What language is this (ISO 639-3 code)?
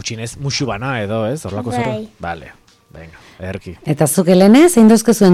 eus